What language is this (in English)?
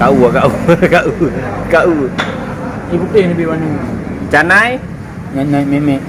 Achinese